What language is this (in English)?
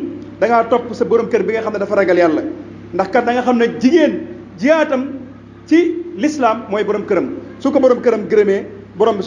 Wolof